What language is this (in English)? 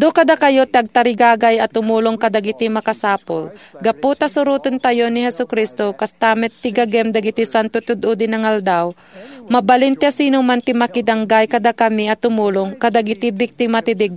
Iloko